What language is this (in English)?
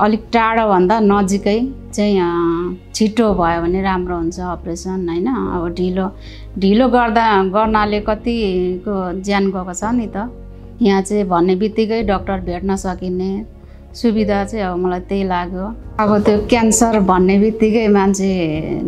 Nepali